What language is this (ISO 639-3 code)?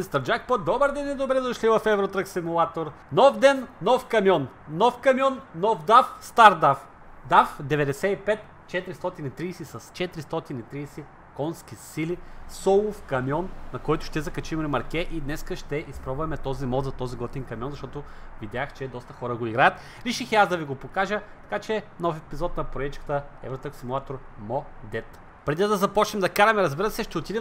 bul